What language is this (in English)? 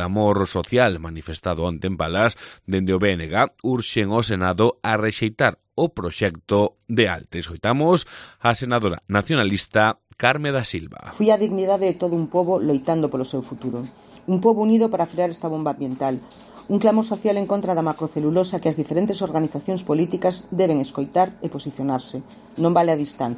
Galician